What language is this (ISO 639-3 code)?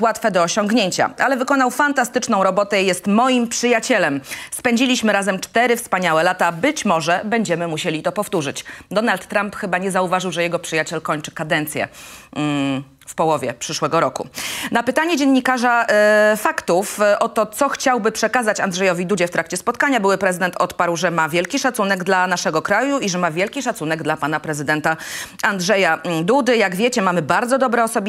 pol